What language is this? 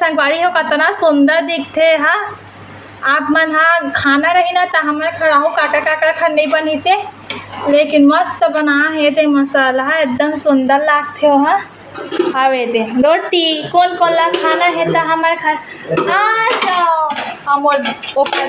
Chhattisgarhi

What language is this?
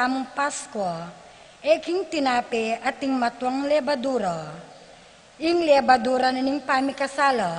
Pampanga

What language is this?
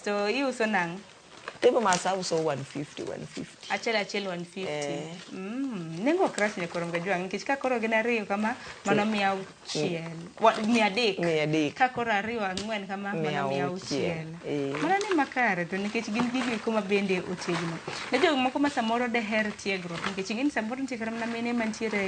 Luo (Kenya and Tanzania)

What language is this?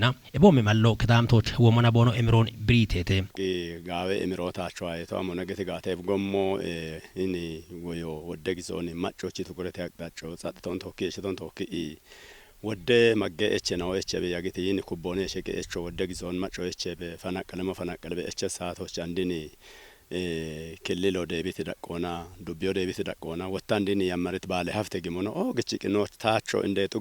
Kafa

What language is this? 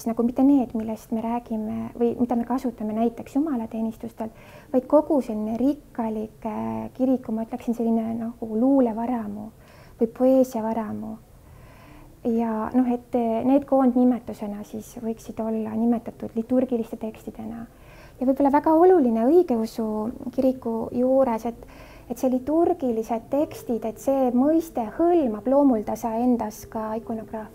Estonian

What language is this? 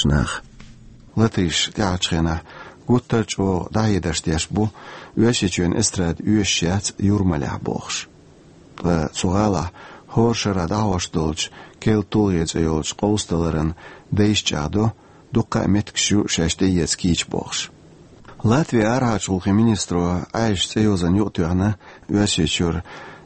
Chechen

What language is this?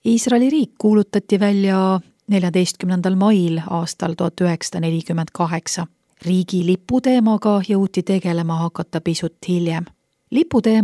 Estonian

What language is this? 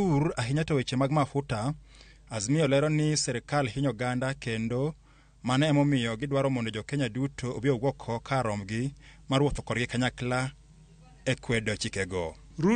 Luo (Kenya and Tanzania)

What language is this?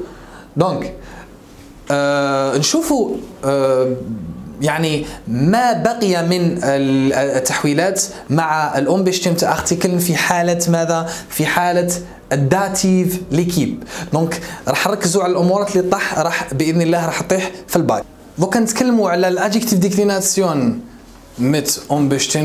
Algerian Arabic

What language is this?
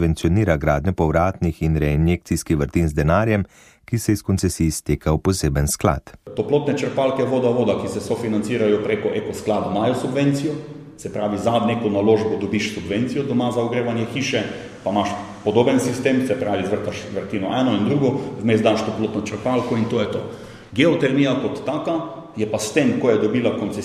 Slovenian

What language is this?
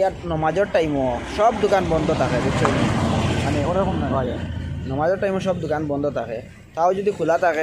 Sylheti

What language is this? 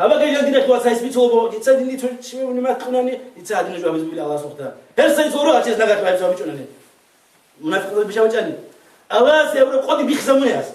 Avaric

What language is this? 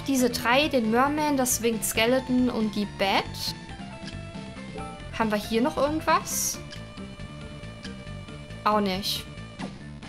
German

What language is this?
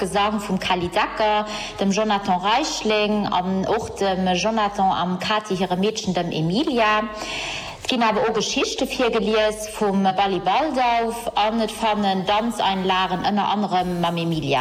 Luxembourgish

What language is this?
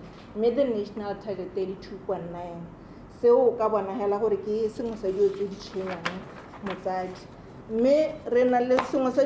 Tswana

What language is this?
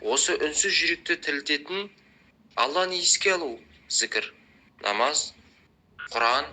Kazakh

